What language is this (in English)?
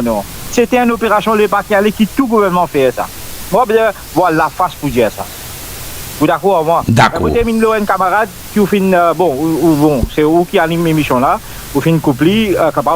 Morisyen